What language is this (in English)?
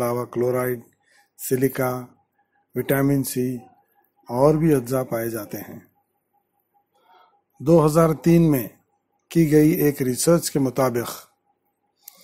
Urdu